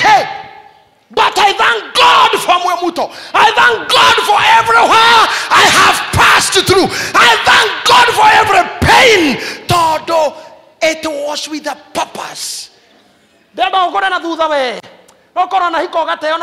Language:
Kikuyu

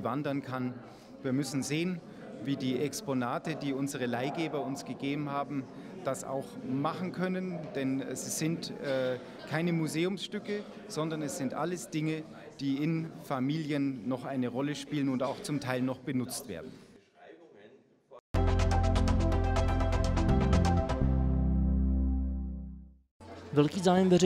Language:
Czech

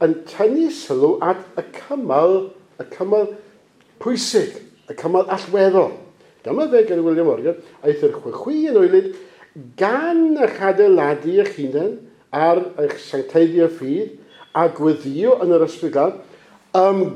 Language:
Welsh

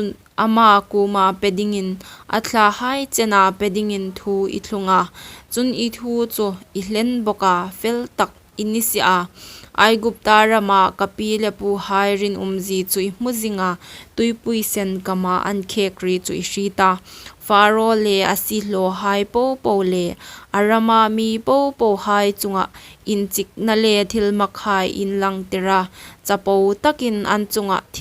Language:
Hmar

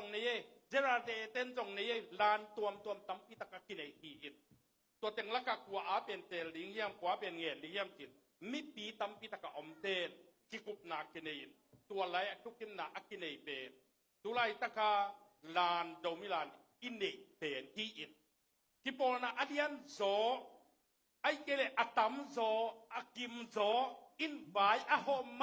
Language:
Tedim Chin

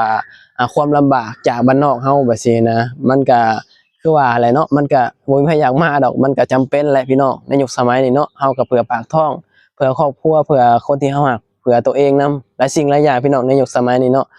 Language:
Lao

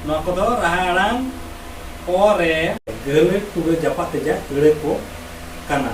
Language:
Santali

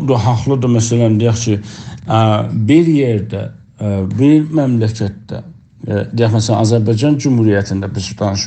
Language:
South Azerbaijani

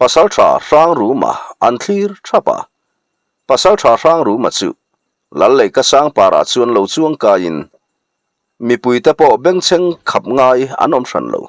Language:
Mizo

